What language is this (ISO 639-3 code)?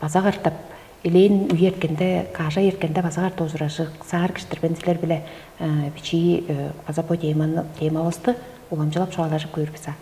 tyv